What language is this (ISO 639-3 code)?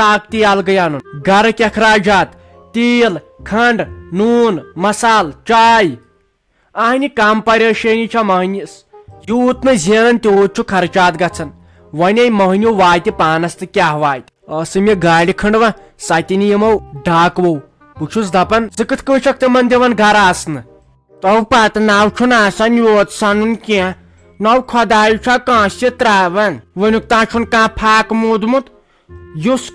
kas